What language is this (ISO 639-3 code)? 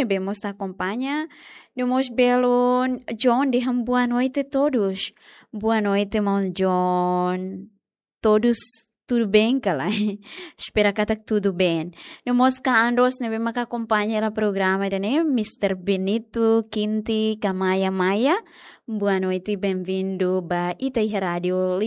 tet